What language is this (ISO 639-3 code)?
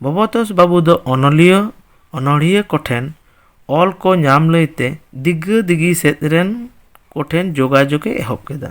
sat